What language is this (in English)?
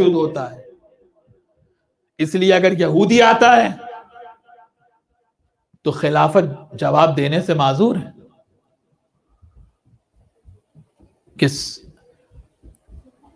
Urdu